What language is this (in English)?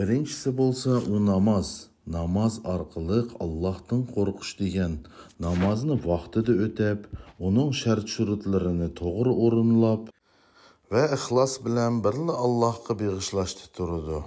Uyghur